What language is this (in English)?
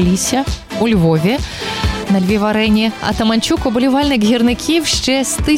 Ukrainian